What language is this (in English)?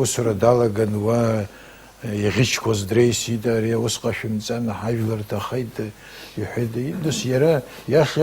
Abkhazian